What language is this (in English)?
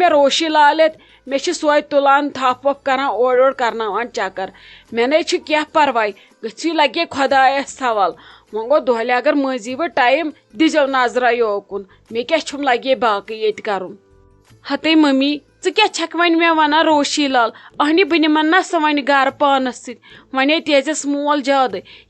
Kashmiri